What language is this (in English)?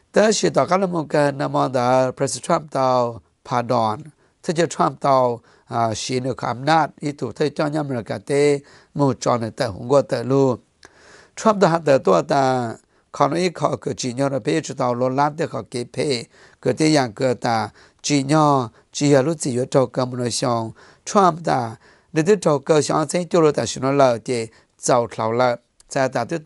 Thai